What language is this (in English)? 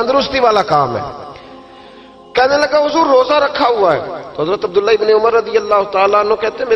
Urdu